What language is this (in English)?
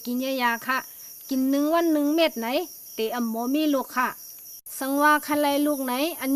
Shan